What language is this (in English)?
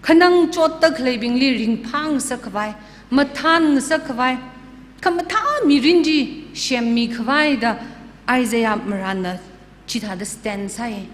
Tangkhul Naga (India)